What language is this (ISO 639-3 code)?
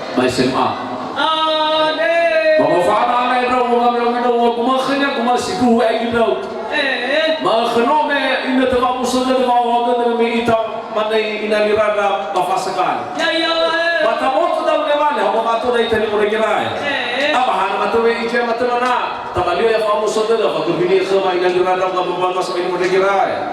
nia